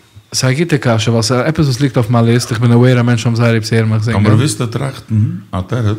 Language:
Yiddish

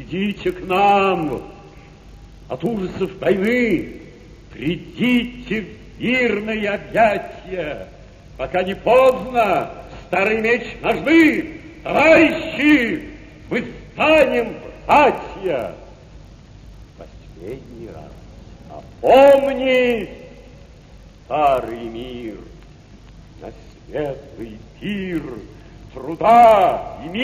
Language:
Russian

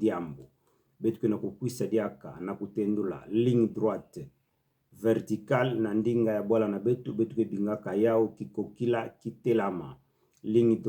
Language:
Kituba (Democratic Republic of Congo)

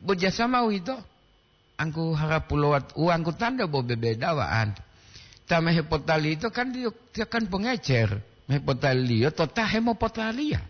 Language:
Gorontalo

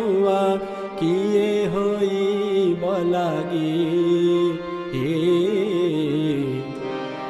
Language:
Odia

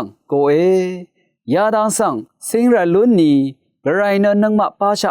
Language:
Rawang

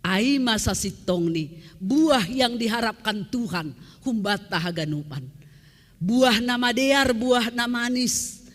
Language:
Batak Simalungun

